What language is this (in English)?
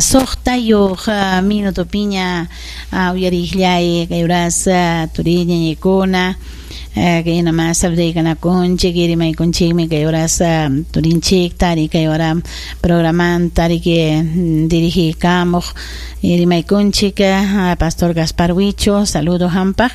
Ayacucho Quechua